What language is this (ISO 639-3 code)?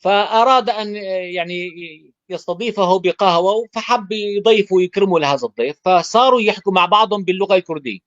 apc